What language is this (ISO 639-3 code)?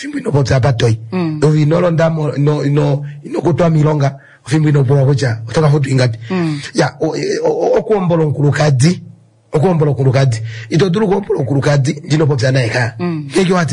kua